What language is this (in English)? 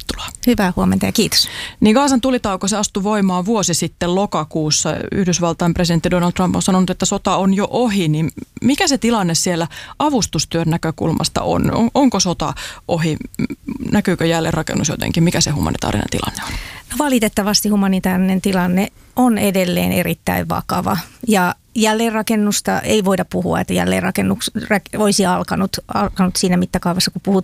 Finnish